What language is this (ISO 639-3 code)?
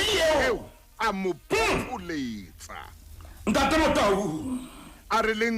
sot